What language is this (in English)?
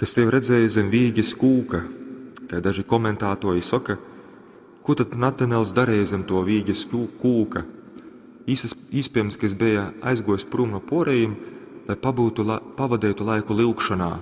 Latgalian